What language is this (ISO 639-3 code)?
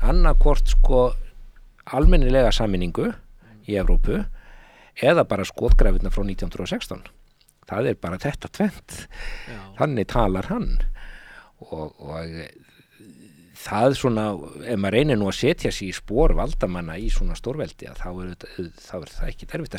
isl